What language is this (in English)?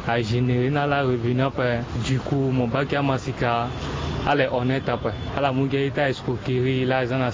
Sango